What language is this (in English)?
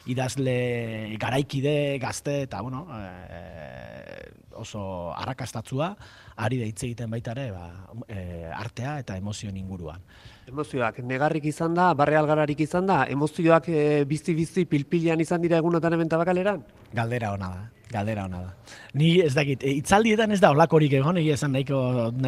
Basque